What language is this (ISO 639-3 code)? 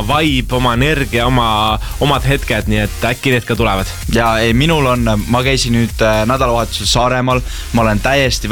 est